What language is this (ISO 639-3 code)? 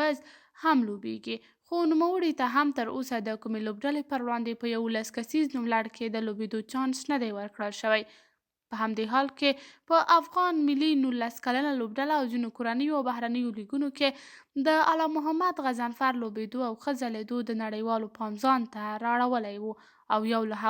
pus